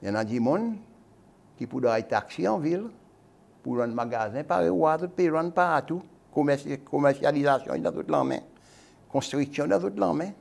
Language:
Seselwa Creole French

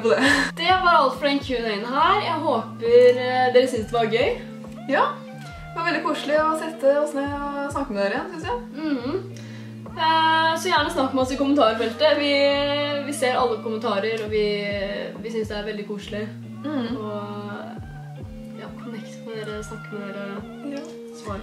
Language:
Norwegian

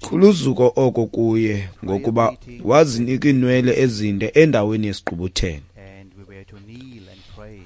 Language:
Xhosa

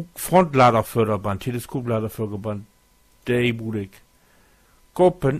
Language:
Low German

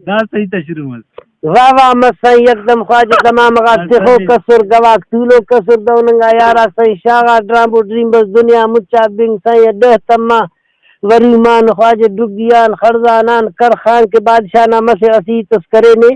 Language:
Brahui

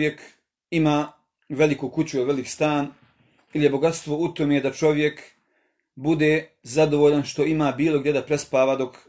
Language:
Bosnian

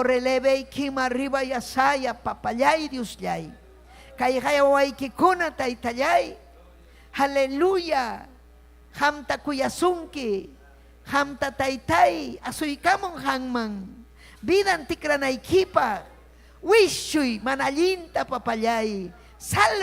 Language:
Ayacucho Quechua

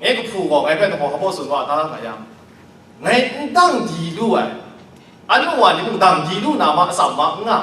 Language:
Kachin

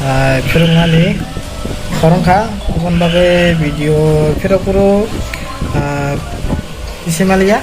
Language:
Kok Borok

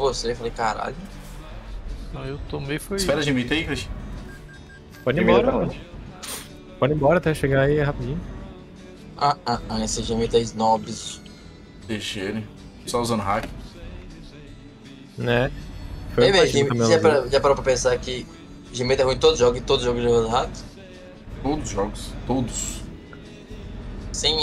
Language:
Portuguese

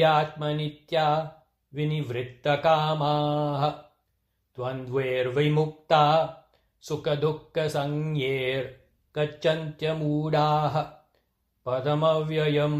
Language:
Sanskrit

